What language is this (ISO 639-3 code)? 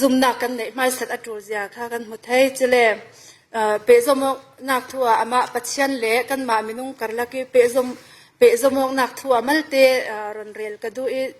cfm